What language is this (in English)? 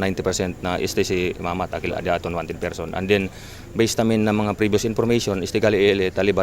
Chavacano